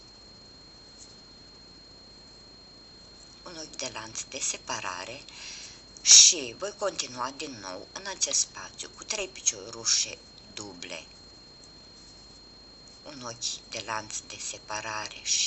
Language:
Romanian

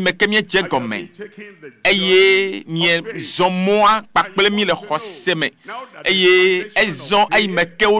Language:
Ewe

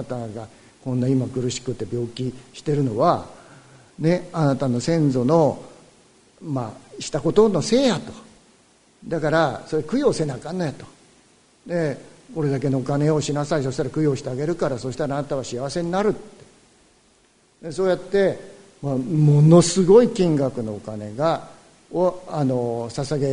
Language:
Japanese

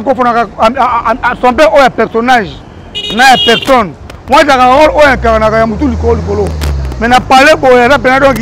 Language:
Lingala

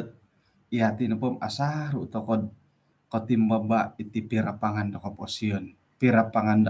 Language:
Central Dusun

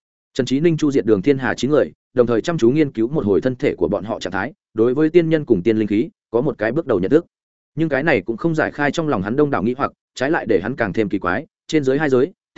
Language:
Vietnamese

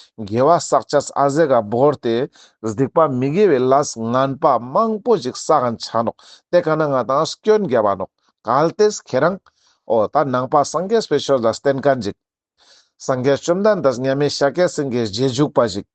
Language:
Ladakhi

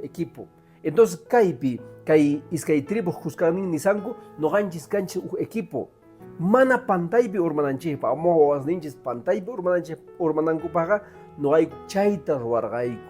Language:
Quechua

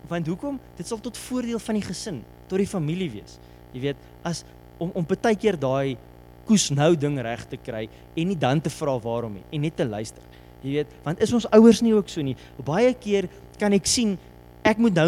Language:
Afrikaans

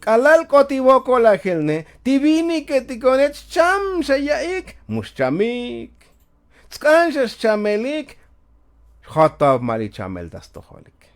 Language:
Tzotzil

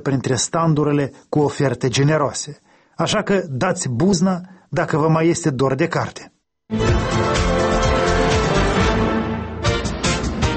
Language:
Romanian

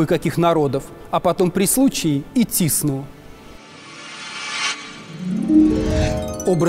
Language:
Russian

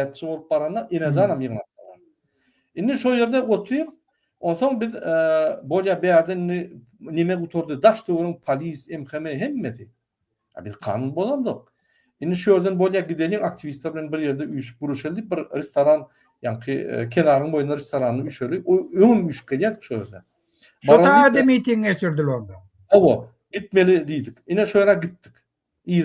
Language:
Turkmen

